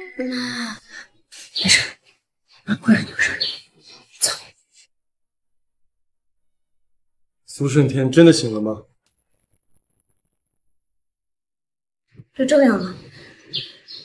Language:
Chinese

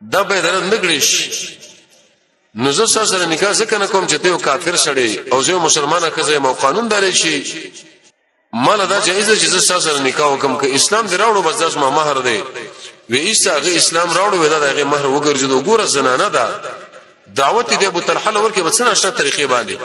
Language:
Pashto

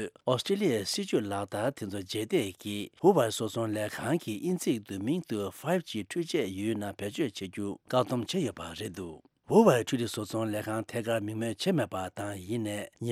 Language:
Tibetan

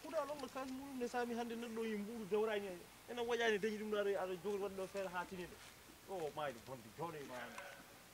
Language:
Fula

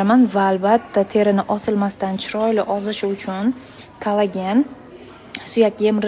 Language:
Uzbek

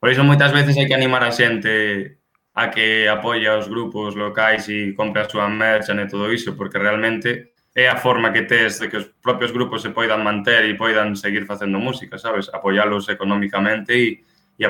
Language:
Galician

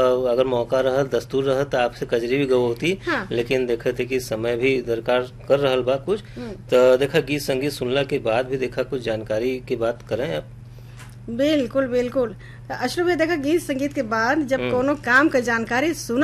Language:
Bhojpuri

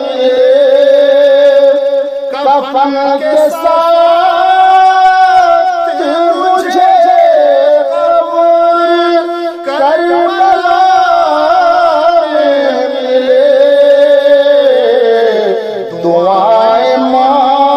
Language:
Urdu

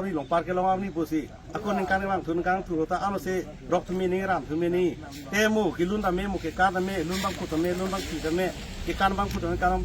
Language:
Karbi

